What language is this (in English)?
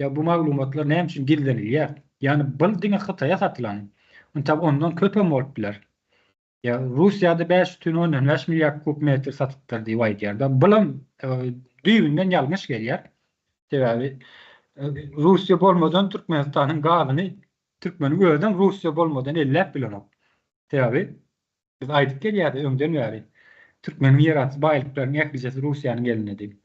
Turkmen